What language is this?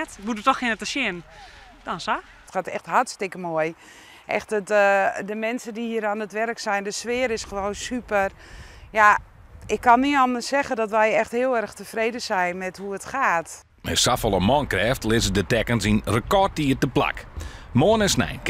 Western Frisian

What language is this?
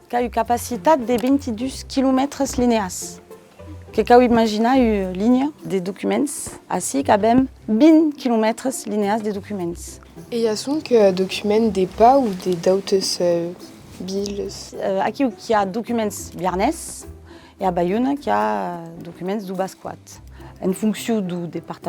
Occitan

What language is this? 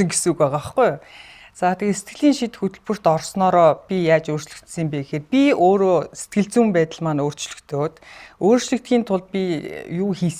Mongolian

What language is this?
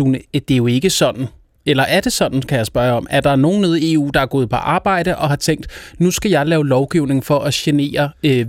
Danish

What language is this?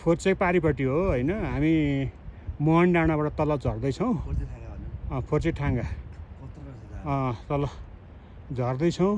Nepali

